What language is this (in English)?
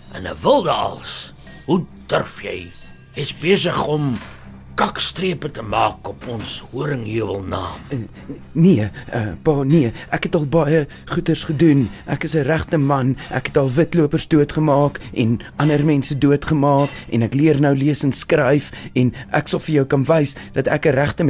Afrikaans